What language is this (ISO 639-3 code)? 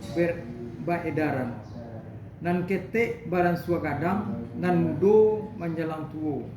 min